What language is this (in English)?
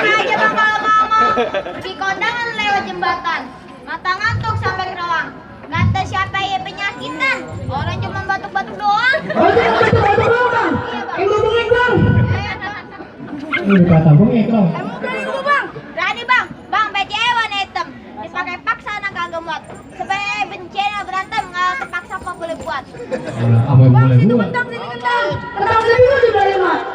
Betawi